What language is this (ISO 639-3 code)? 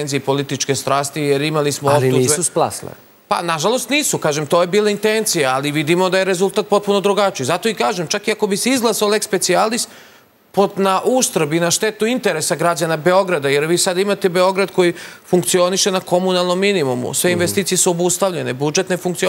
srp